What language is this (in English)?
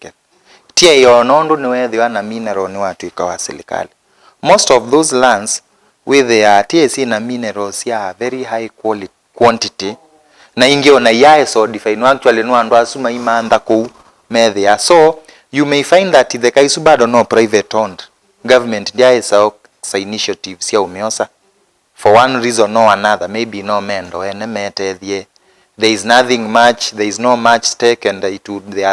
Kamba